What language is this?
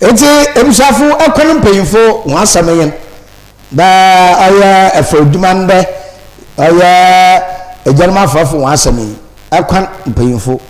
Akan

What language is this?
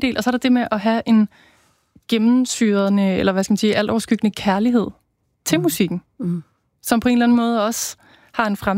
Danish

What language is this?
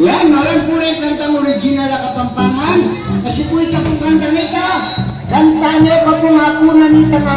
Pampanga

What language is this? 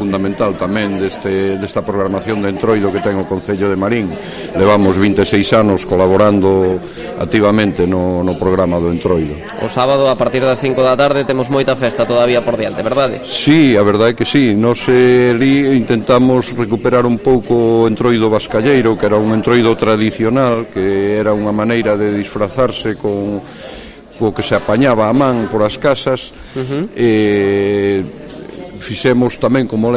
Galician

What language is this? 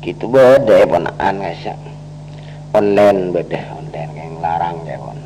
Madurese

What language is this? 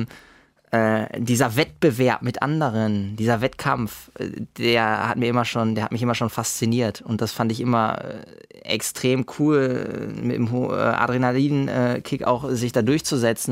German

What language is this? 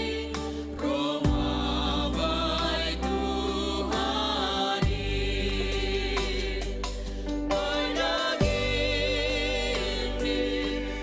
Batak Simalungun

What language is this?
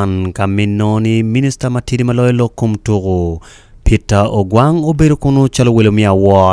Acoli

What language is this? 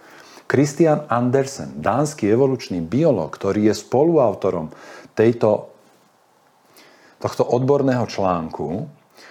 Slovak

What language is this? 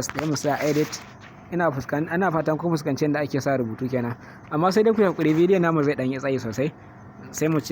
Hausa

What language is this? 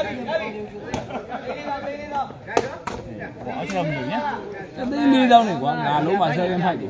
Burmese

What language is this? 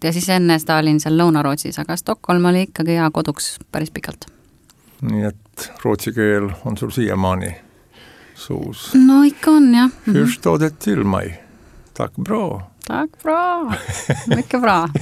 Estonian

